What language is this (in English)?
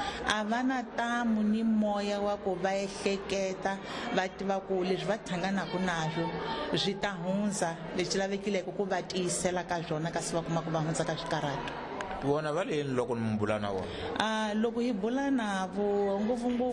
Tsonga